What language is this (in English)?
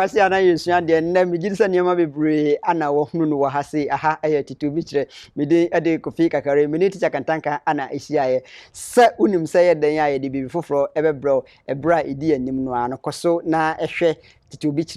Akan